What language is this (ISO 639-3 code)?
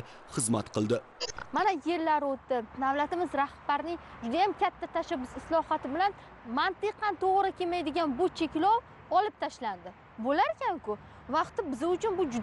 uzb